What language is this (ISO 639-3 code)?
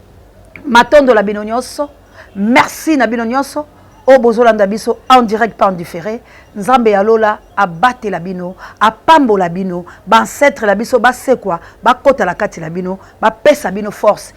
lin